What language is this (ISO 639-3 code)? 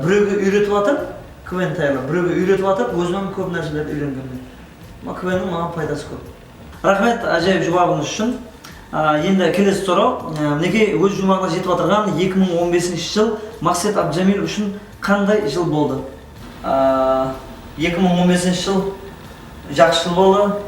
kaa